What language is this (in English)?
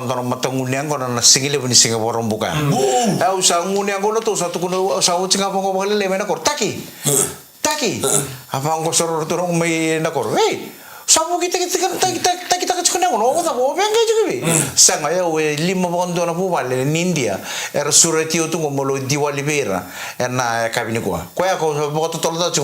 Fijian